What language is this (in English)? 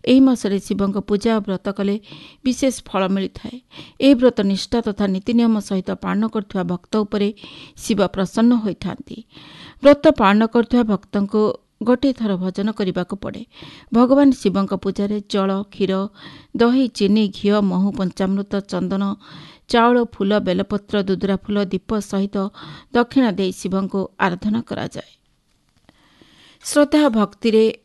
Odia